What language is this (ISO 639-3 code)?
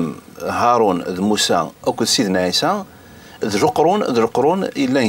kab